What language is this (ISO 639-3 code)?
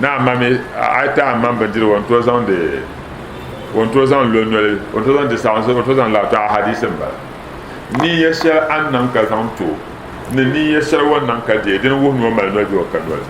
dag